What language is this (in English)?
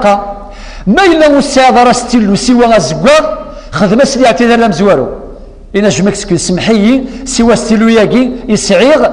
Kabyle